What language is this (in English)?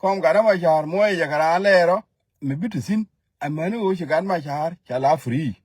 Nuer